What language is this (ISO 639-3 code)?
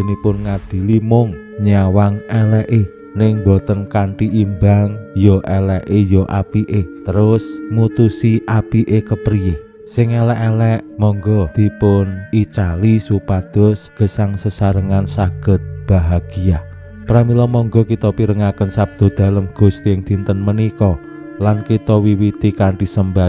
jav